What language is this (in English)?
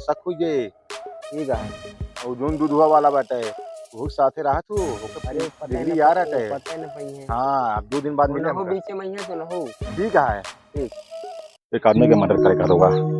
Awadhi